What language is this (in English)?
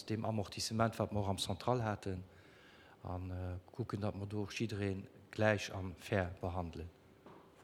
Luxembourgish